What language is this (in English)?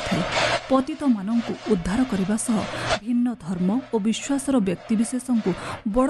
Odia